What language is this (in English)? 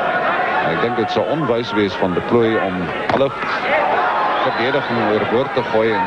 Afrikaans